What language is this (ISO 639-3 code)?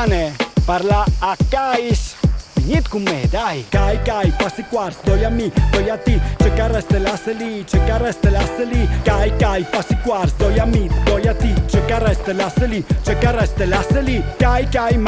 fur